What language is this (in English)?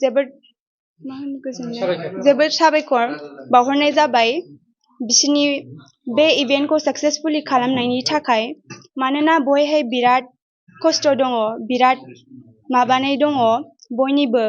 Bodo